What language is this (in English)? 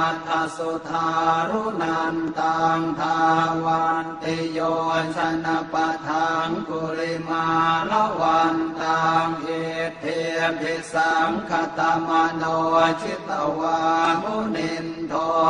Pali